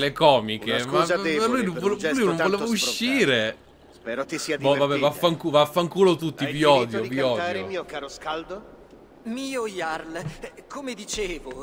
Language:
Italian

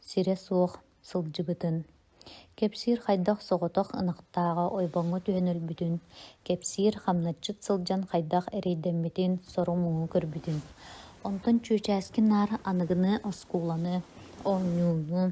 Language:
Yakut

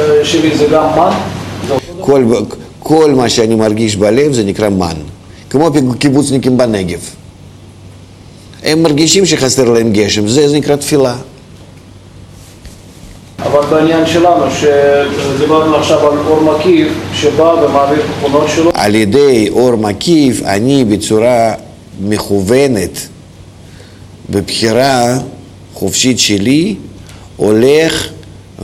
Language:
Hebrew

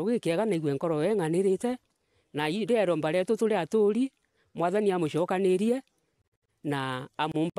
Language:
Meru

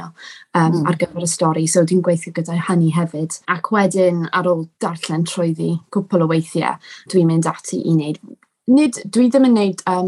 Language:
Welsh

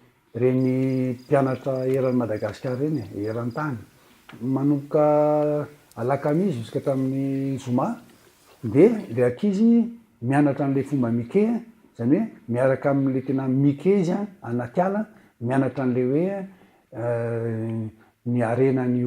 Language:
Malagasy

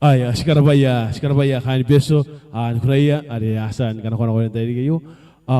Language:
Gilbertese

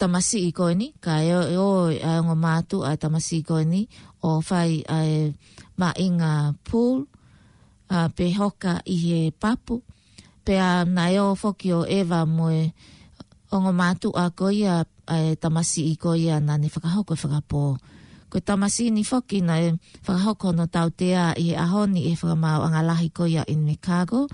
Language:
Tongan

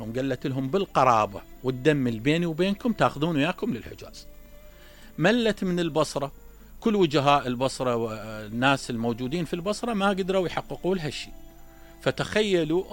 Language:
Mesopotamian Arabic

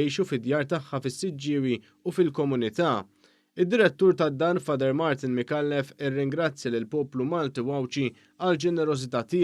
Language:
Maltese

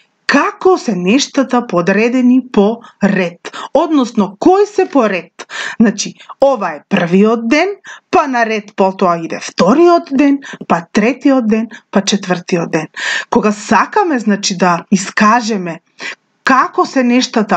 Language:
Macedonian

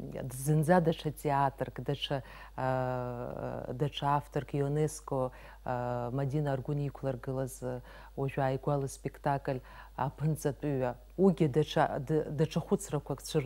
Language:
Abkhazian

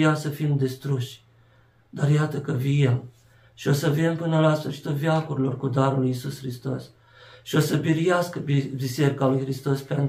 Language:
Romanian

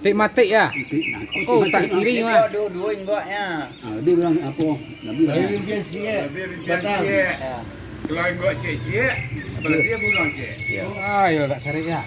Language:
Minangkabau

